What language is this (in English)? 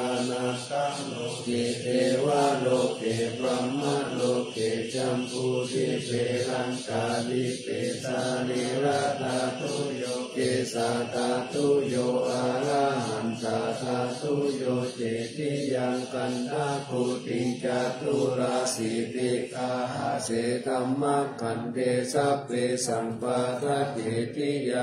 Pali